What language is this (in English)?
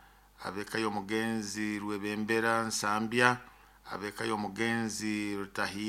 Nyoro